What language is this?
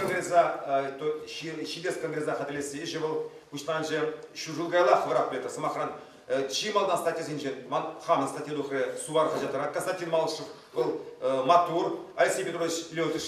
Chuvash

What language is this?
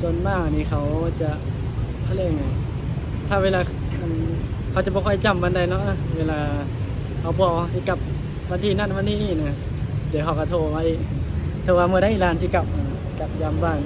Northeastern Thai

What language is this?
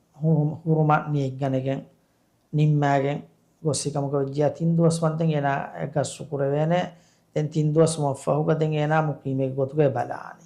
Divehi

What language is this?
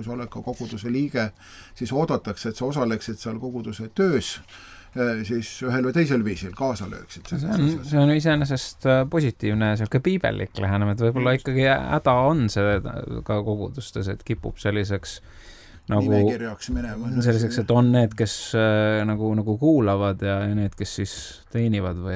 Estonian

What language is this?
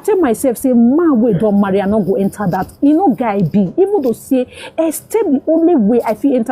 Nigerian Pidgin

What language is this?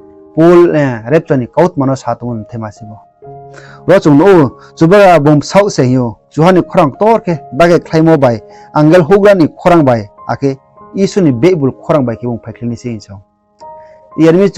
Riang (India)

